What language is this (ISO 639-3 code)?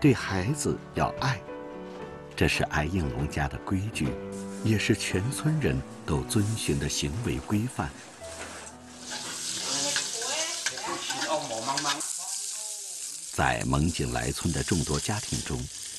zho